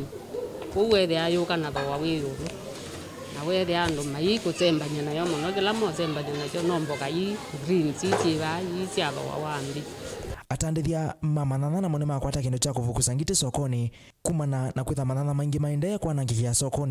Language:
Kamba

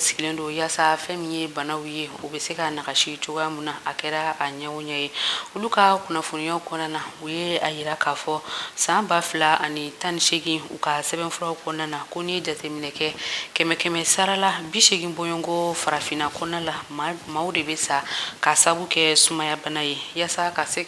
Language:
Bambara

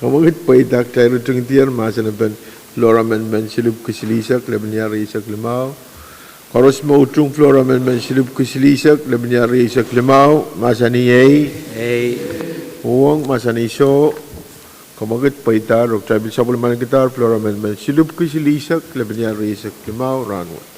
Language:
Pohnpeian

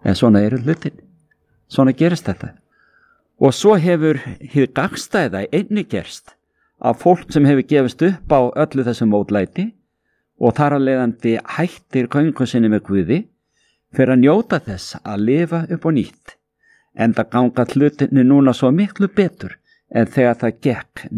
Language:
Icelandic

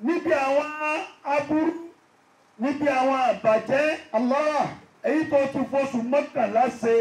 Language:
Yoruba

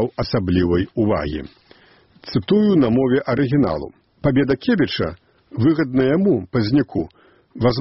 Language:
Belarusian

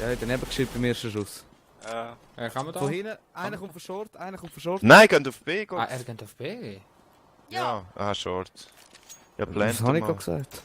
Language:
Swiss German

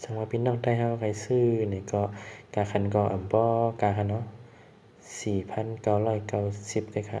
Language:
Shan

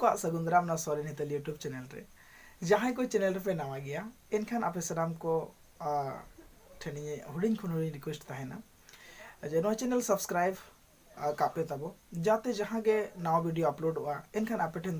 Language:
Santali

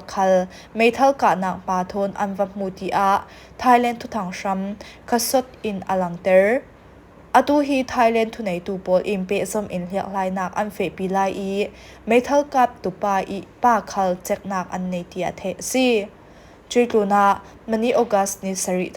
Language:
Falam Chin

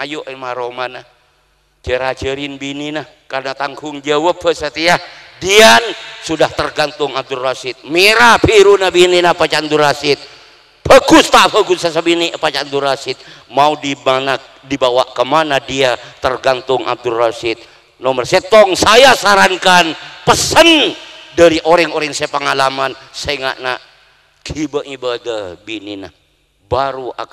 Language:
Madurese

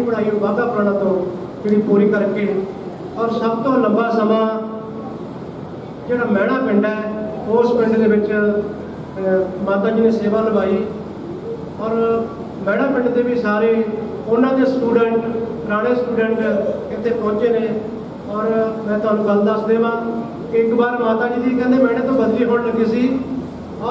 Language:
Punjabi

